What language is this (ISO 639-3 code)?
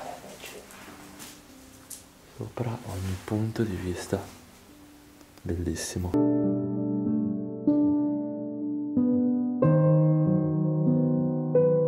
ita